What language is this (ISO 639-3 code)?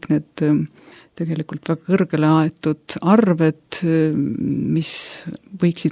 est